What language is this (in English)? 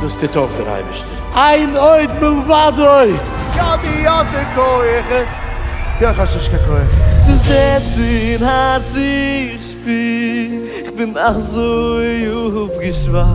Yiddish